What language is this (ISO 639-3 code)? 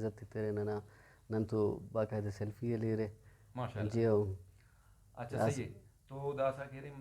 brh